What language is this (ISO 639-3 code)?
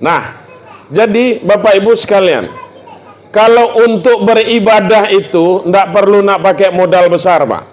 min